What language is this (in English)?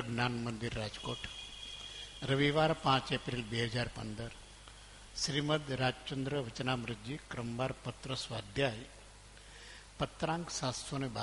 Gujarati